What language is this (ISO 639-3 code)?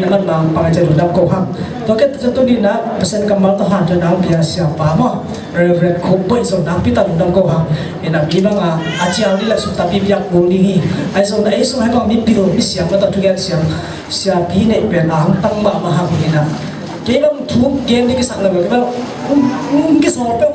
ctd